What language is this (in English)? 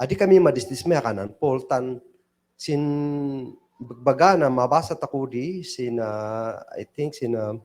Kankanaey